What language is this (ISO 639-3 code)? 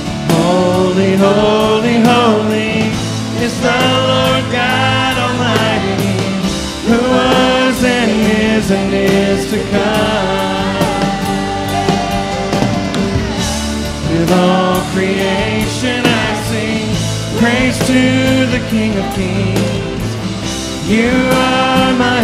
eng